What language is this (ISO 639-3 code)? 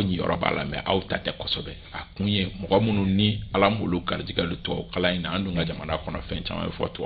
bam